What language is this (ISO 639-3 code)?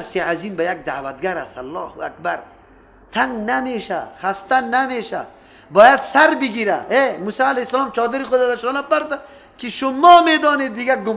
fas